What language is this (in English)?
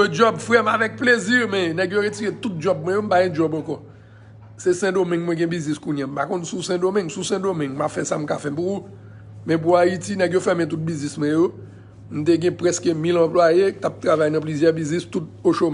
Haitian Creole